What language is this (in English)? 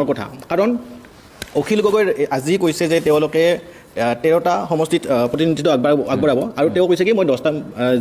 Assamese